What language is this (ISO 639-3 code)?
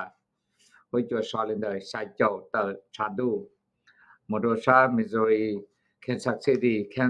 hmn